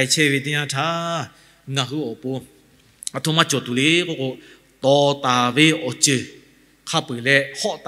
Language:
Lahu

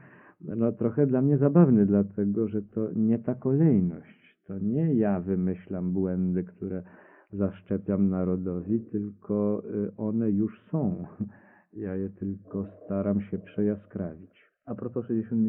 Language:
Polish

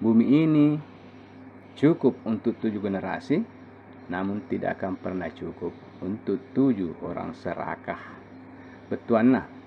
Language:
Buginese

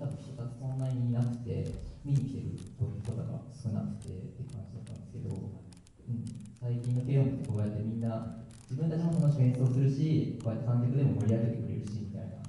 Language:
Japanese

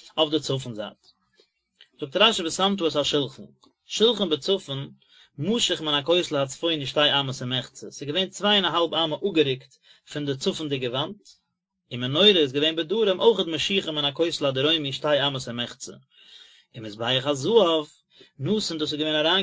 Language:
Yiddish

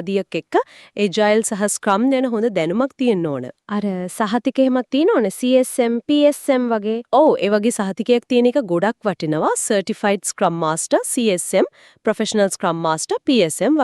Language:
Sinhala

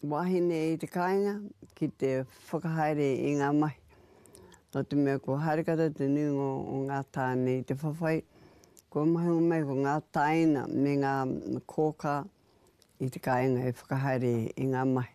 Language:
Māori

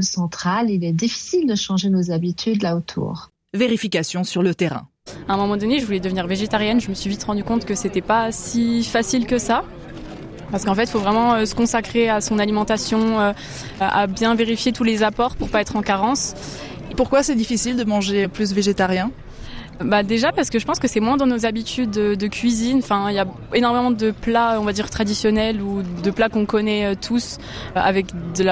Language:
French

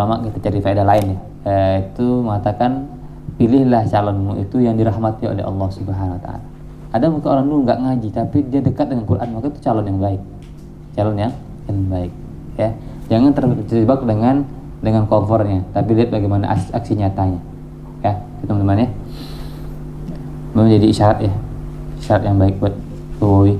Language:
Indonesian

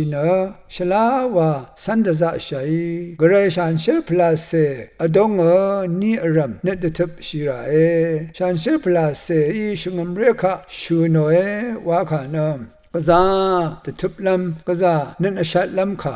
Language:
Rawang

